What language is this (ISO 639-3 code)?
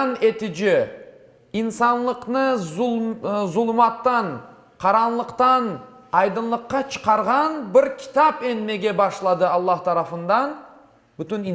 crh